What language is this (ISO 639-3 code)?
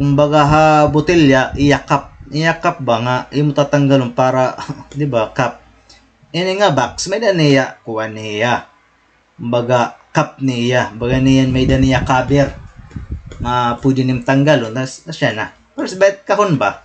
war